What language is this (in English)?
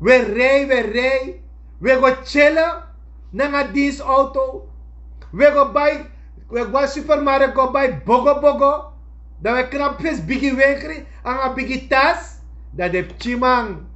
Sranan Tongo